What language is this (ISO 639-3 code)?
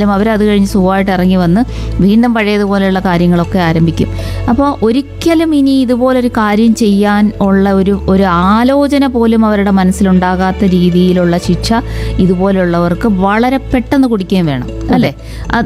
mal